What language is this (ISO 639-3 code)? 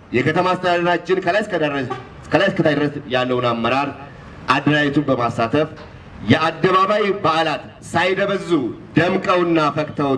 amh